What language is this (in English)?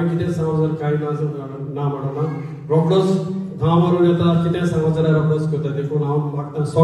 Konkani